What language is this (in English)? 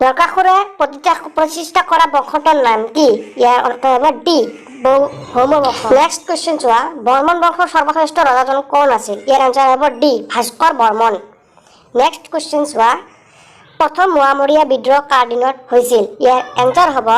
Assamese